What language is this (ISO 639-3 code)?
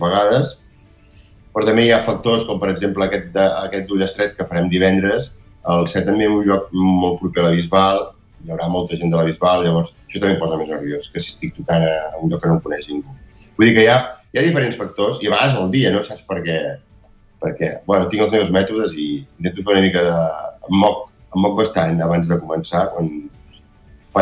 cat